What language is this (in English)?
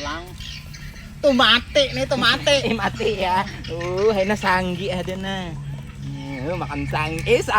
Banjar